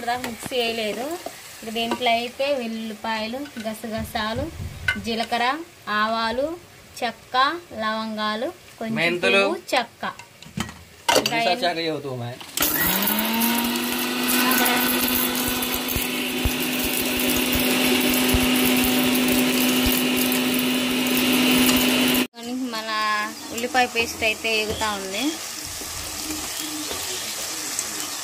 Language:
Telugu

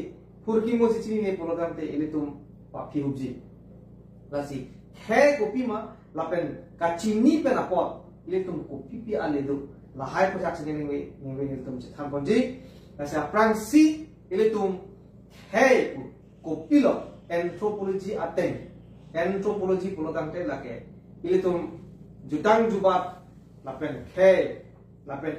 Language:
Karbi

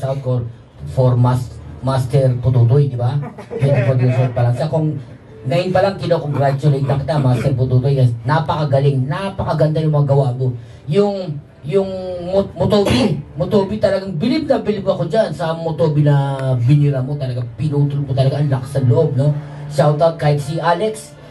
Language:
Filipino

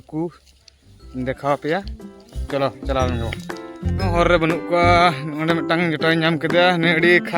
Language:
Santali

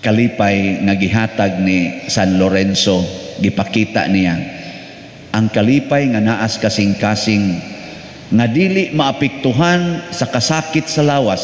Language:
Cebuano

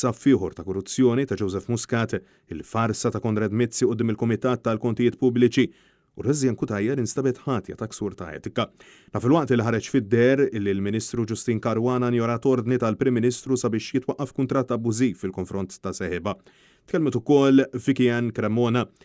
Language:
Maltese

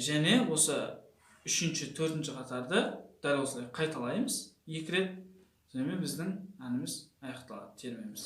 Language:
Kazakh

